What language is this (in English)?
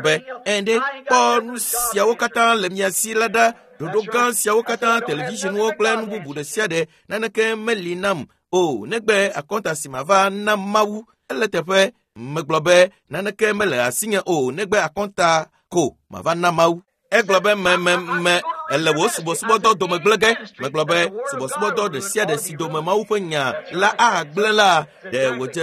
Ewe